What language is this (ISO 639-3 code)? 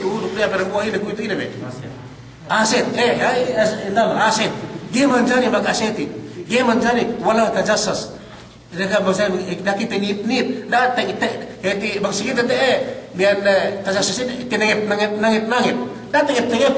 yka